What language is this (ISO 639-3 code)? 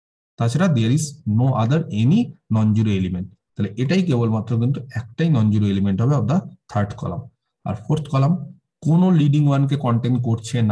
ben